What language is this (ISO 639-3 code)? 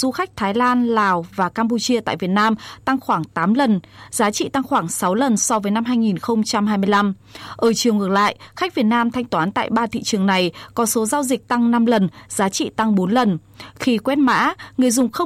vie